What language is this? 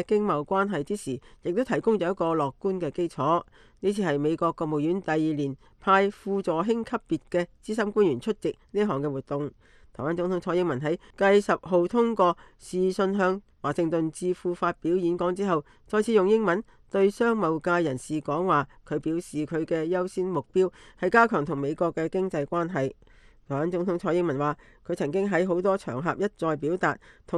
Cantonese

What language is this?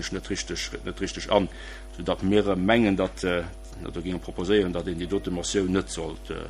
Luxembourgish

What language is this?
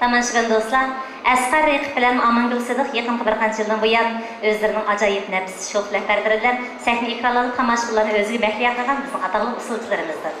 Uyghur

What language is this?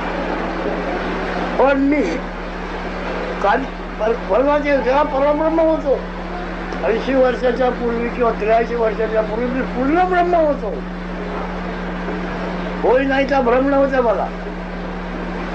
Marathi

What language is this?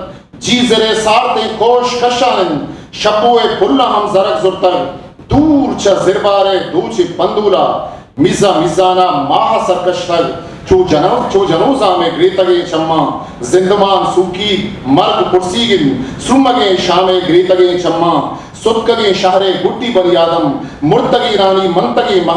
Eastern Balochi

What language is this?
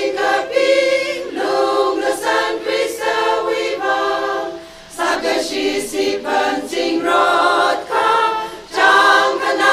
Tangkhul Naga (India)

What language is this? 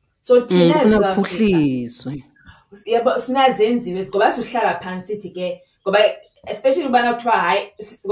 Xhosa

